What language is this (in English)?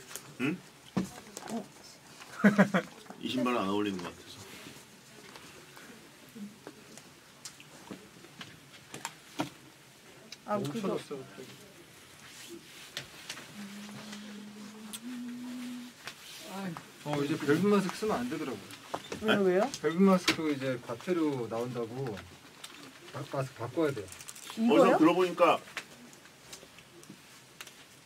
Korean